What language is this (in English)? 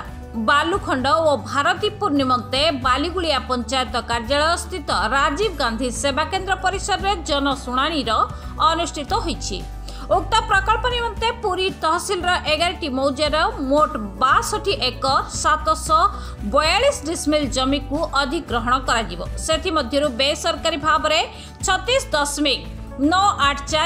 Odia